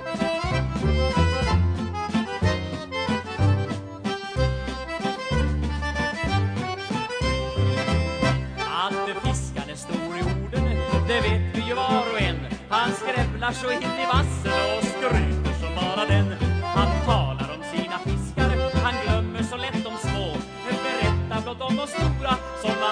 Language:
Swedish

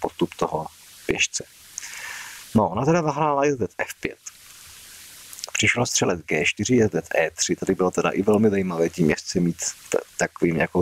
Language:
Czech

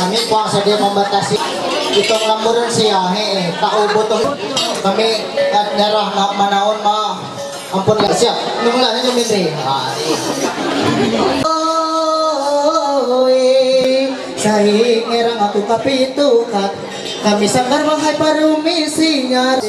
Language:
Ma'anyan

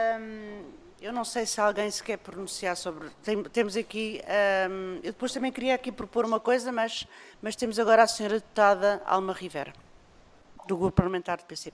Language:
Portuguese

